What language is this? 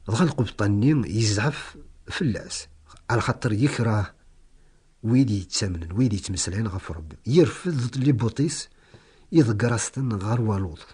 Kabyle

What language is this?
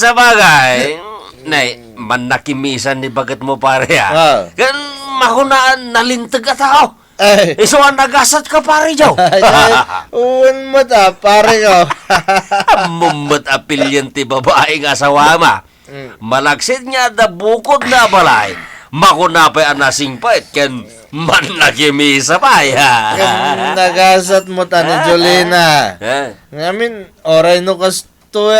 Iloko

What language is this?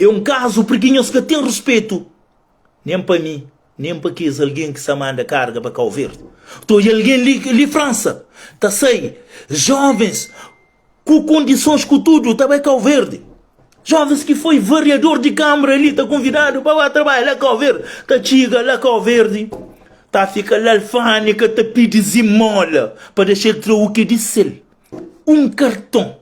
Kabuverdianu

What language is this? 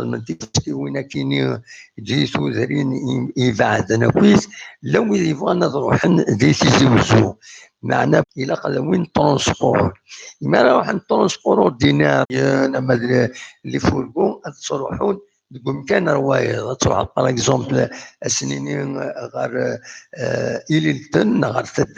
Kabyle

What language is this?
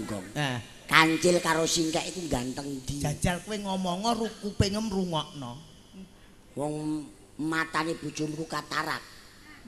Javanese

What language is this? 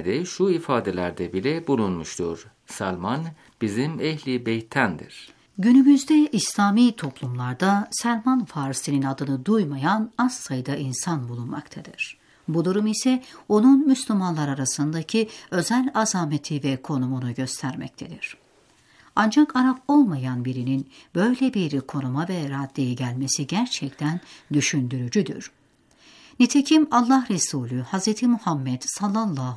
Turkish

